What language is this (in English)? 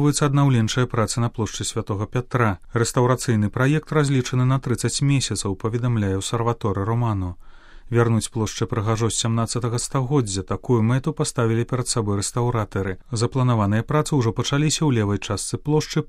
Belarusian